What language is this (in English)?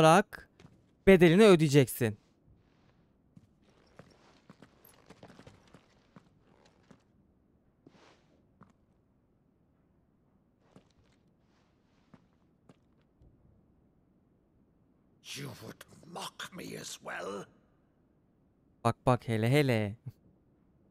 Turkish